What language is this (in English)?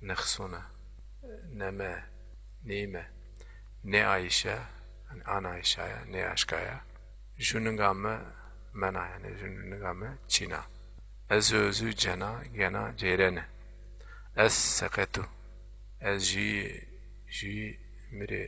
Zaza